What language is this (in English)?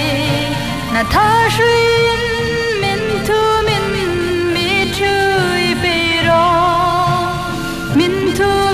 Hmar